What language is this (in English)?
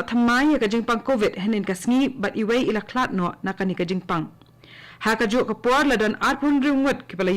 Khasi